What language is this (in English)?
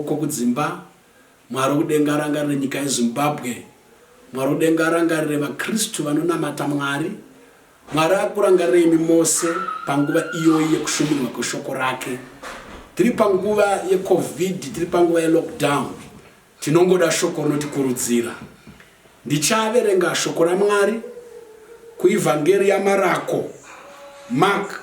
Shona